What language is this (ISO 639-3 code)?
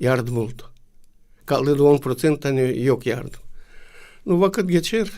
gag